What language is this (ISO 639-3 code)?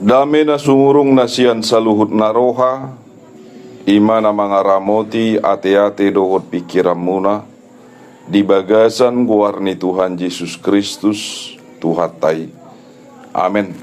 bbc